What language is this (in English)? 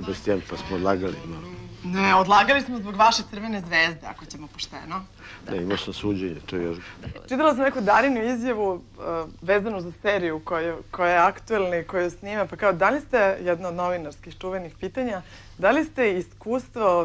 Serbian